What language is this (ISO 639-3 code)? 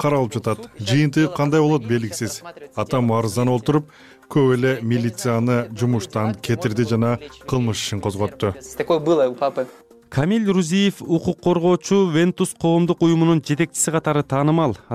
kir